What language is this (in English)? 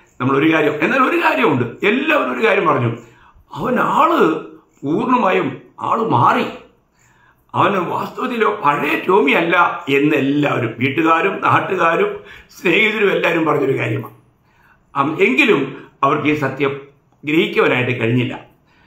Malayalam